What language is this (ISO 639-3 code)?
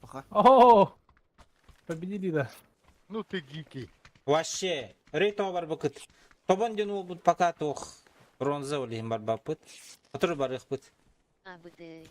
sah